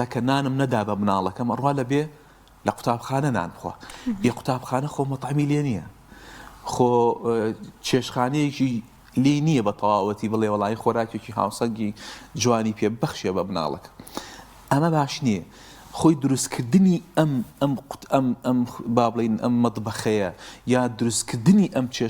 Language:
Central Kurdish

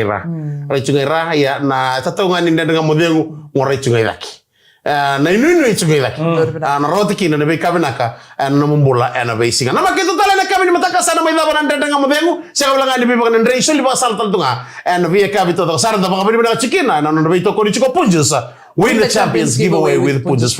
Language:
Fijian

